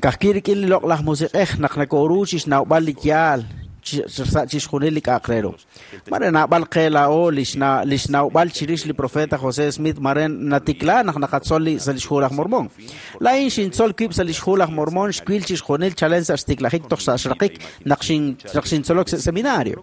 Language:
Kekchí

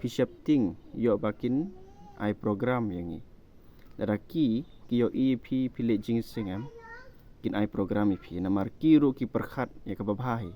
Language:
Khasi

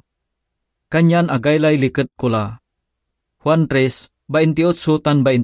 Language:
Pangasinan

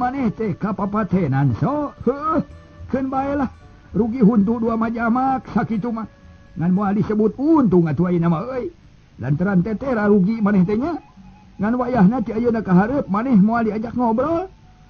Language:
Sundanese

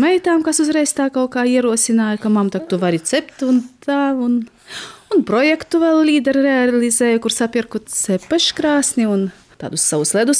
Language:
Latvian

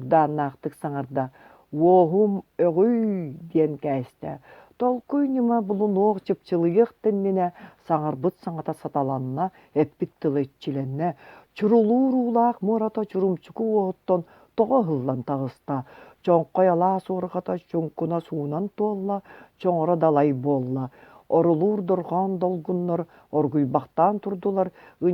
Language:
Yakut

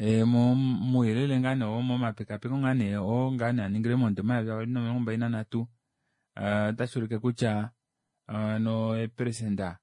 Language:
Kuanyama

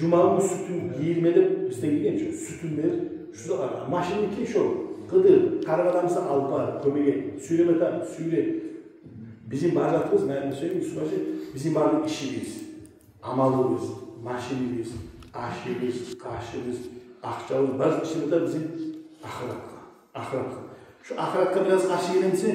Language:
Kumyk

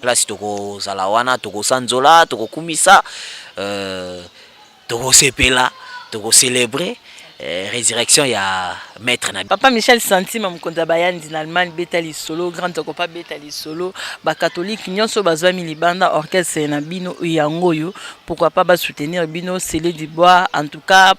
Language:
Lingala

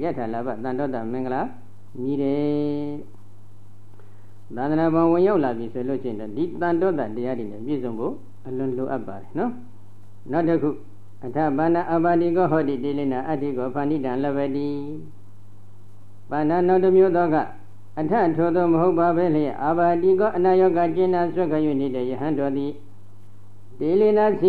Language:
Burmese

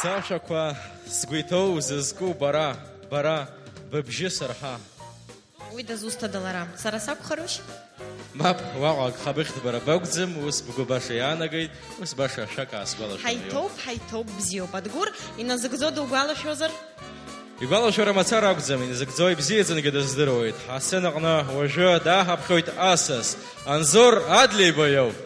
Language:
Abkhazian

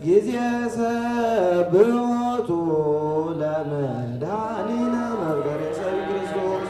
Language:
Geez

